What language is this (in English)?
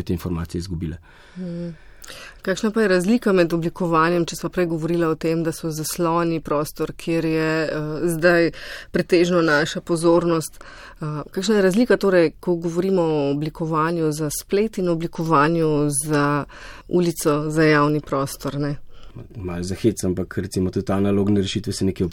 Slovenian